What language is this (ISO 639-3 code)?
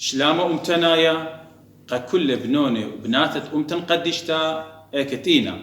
aii